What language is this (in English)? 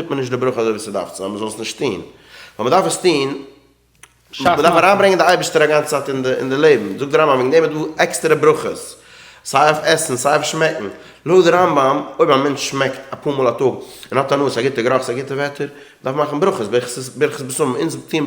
Yiddish